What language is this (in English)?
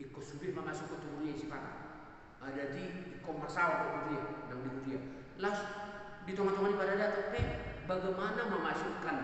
Batak Toba